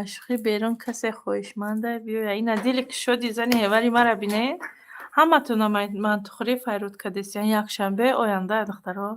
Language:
Tajik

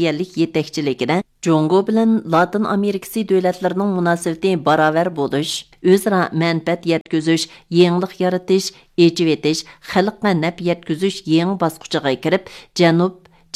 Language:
Uyghur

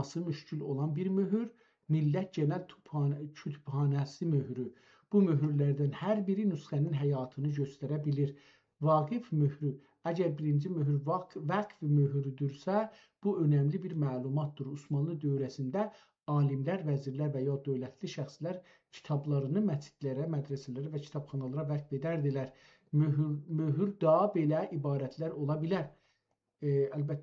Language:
South Azerbaijani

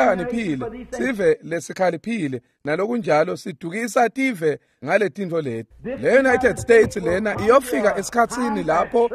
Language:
Swati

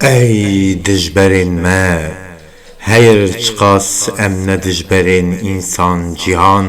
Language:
Kurdish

